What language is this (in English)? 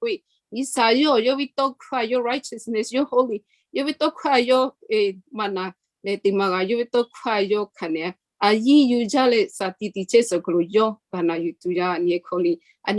Lahu